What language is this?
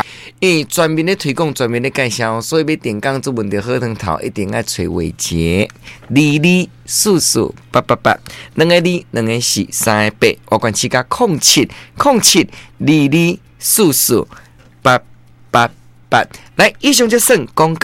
Min Nan Chinese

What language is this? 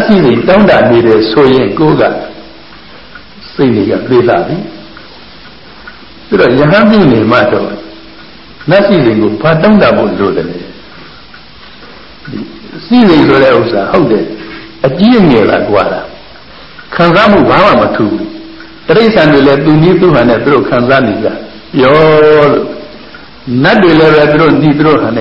Burmese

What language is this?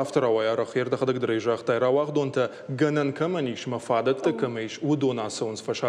Ossetic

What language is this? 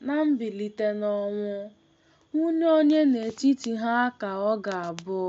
Igbo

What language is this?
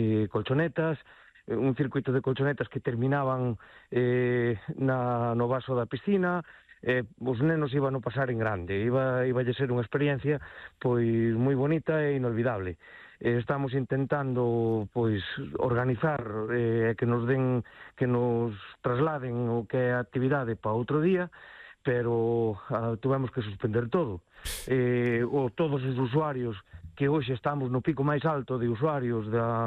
Galician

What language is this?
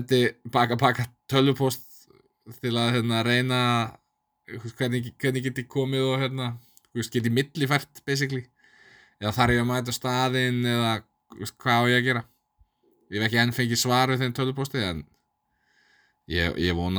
Icelandic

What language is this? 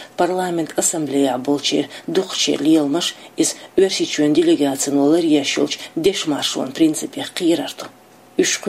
Chechen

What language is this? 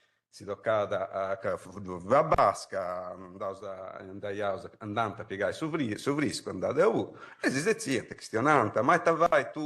Sardinian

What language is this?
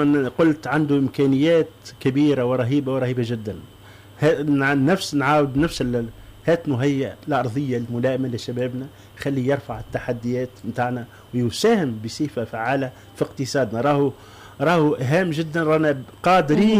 Tunisian Arabic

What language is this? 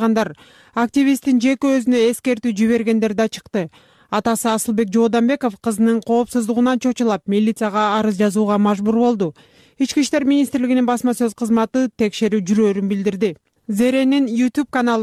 Kyrgyz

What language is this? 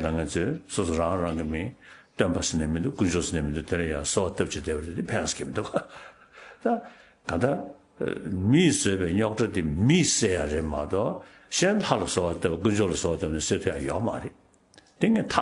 Tibetan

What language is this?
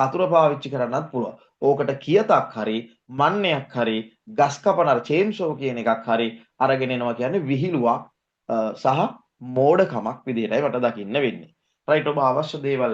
Sinhala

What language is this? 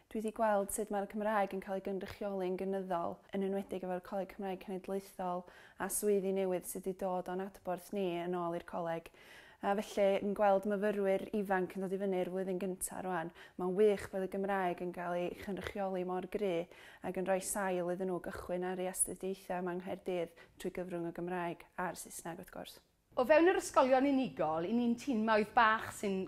Welsh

